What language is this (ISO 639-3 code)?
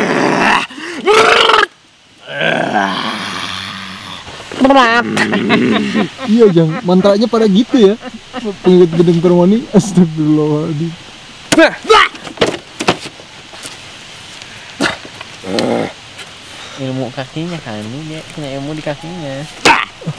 ind